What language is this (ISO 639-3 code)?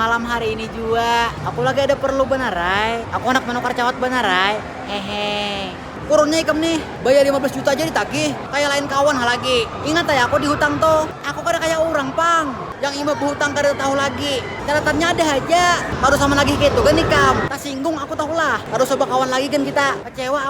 bjn